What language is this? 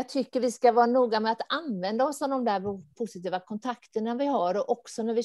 Swedish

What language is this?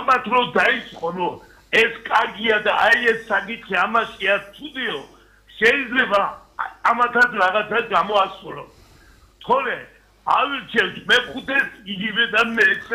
Georgian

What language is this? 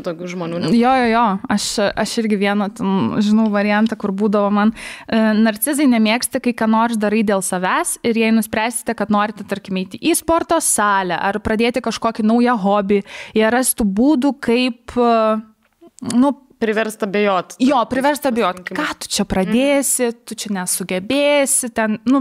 Lithuanian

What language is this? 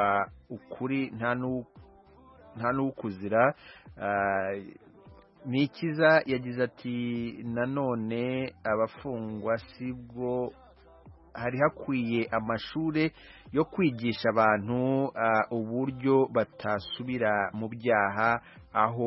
Kinyarwanda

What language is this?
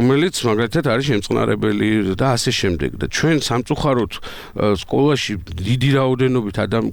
Georgian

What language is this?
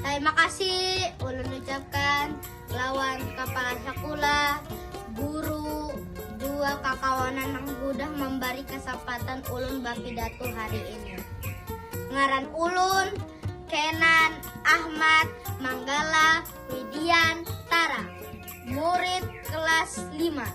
Banjar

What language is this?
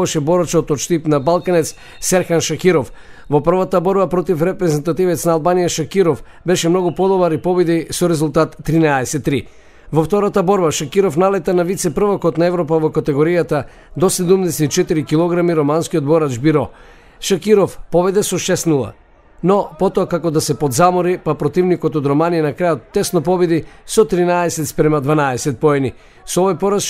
Macedonian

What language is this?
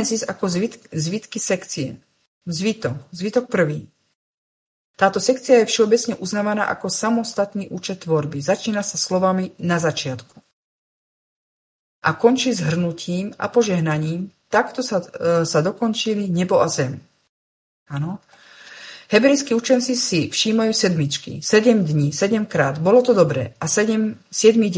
Slovak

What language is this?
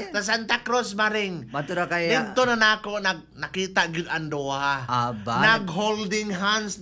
Cebuano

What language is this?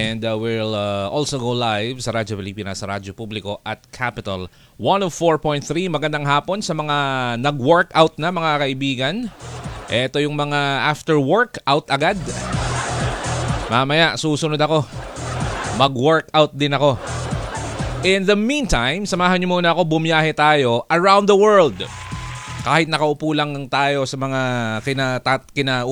Filipino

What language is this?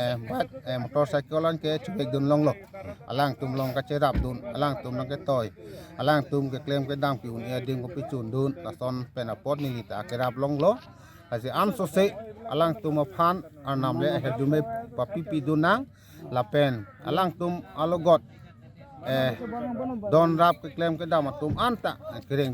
Karbi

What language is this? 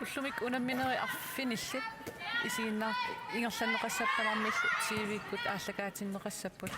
Kalaallisut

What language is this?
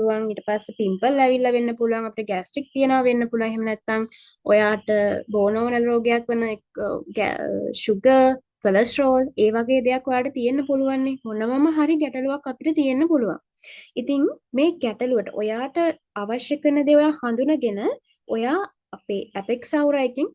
Sinhala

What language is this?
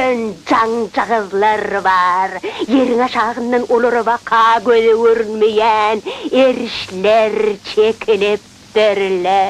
Turkmen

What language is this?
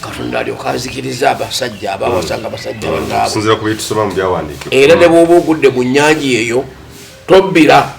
Ganda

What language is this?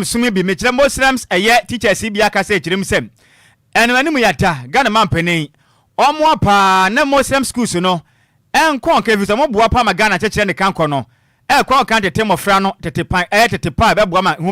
Akan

